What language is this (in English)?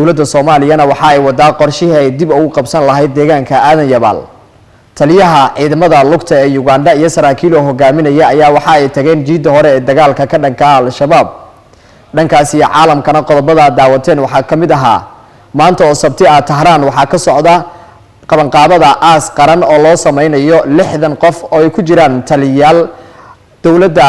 Somali